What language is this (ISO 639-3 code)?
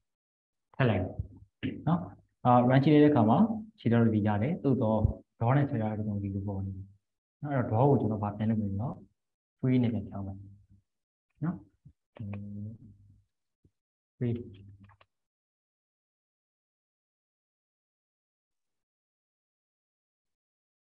mya